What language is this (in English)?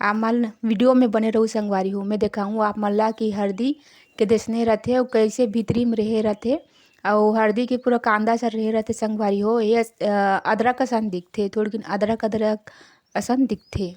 Chhattisgarhi